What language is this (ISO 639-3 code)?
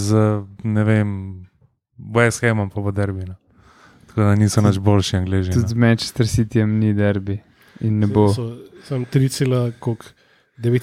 slv